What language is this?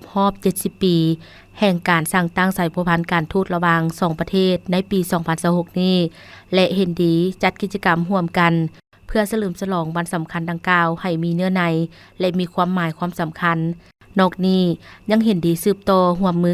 Lao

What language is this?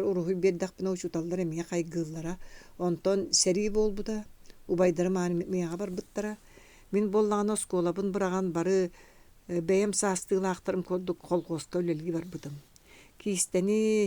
Yakut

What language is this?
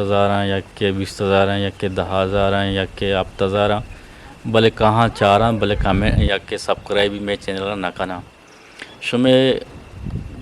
Eastern Balochi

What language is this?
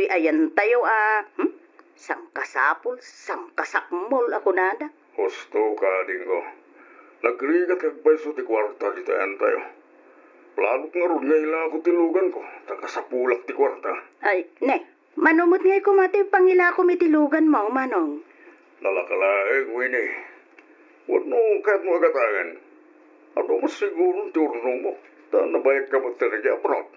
Iloko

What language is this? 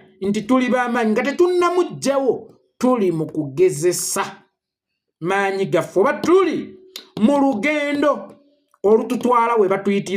Ganda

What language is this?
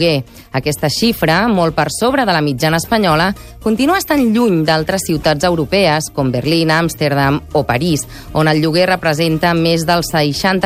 Catalan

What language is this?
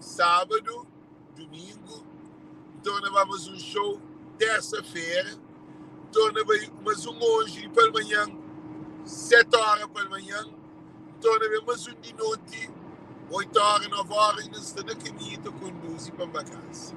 Kabuverdianu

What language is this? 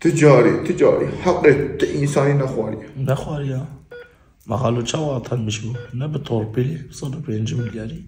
Kurdish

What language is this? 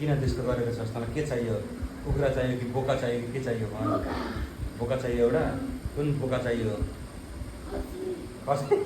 Nepali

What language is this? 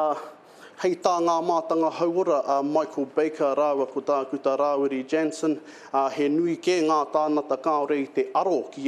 Māori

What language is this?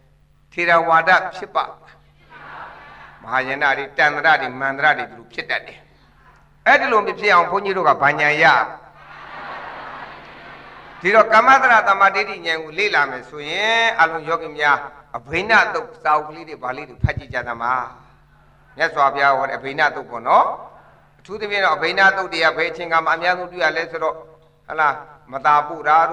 Burmese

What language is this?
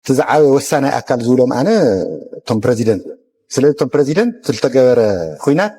Tigrinya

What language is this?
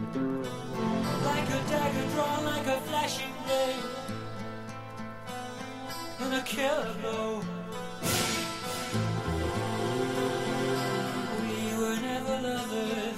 Greek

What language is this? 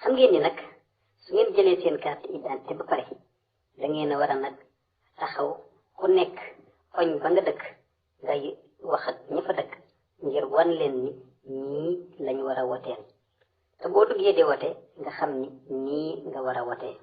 Wolof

